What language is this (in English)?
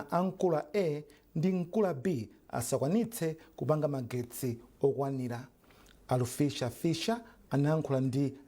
Nyanja